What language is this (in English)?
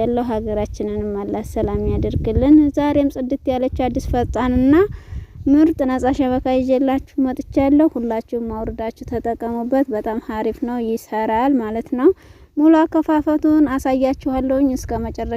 Amharic